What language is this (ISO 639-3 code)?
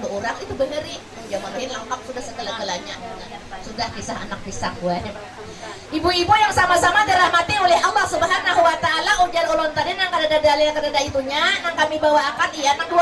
bjn